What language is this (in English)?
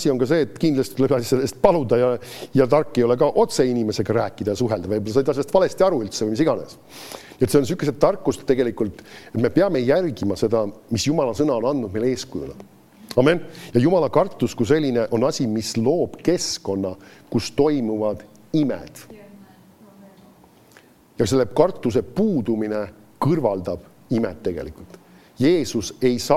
Estonian